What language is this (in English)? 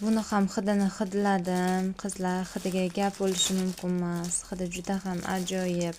Uzbek